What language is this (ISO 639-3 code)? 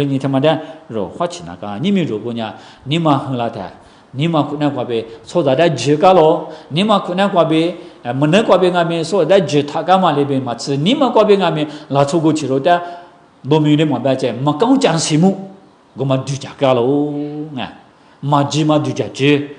lis